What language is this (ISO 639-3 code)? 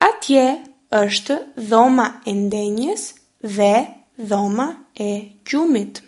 sqi